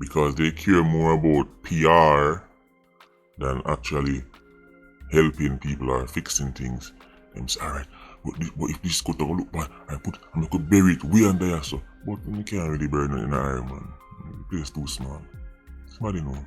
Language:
Jamaican Creole English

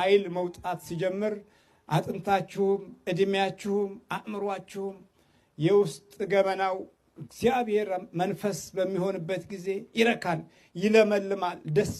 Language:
Amharic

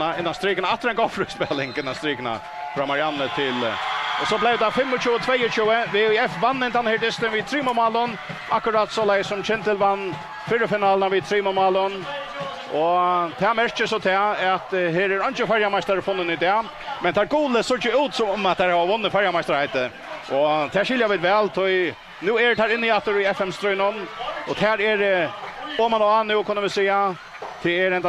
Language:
Faroese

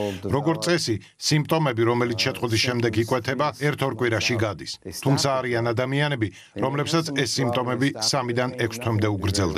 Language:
Georgian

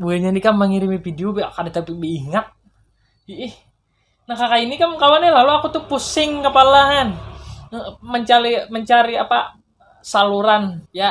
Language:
Banjar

